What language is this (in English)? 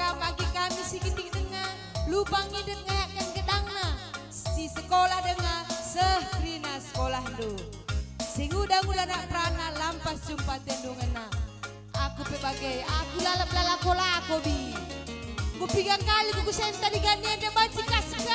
Batak Karo